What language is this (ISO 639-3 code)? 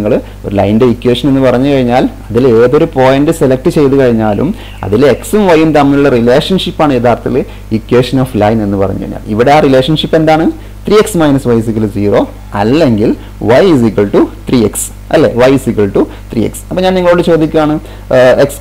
mal